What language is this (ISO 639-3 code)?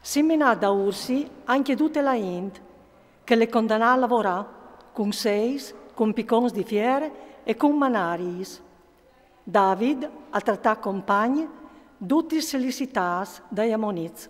fur